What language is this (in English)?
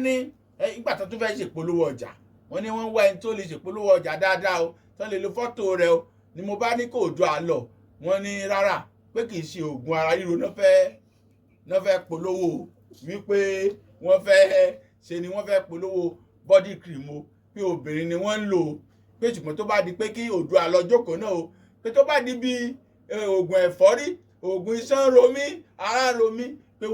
Yoruba